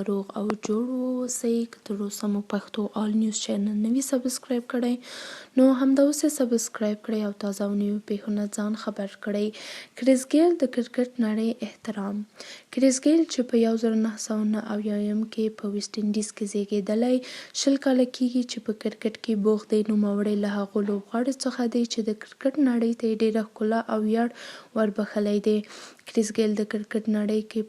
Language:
Pashto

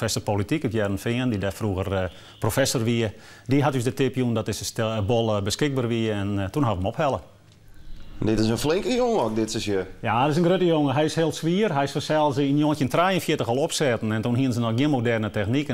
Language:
Western Frisian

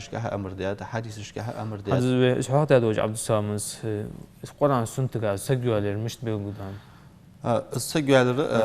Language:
Ingush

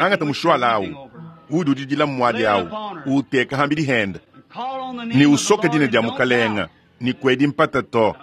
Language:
Luba-Lulua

